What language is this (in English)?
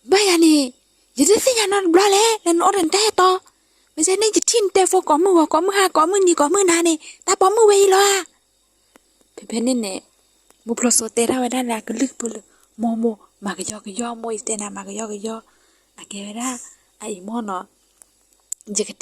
S'gaw Karen